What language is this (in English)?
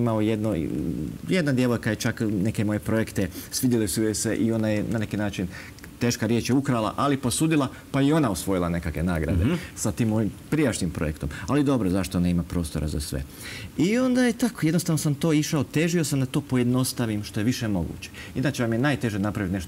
Croatian